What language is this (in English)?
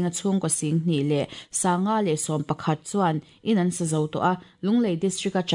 Mizo